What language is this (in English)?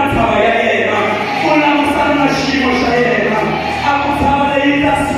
Tsonga